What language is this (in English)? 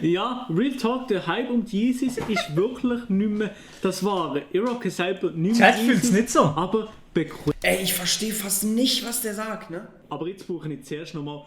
Swiss German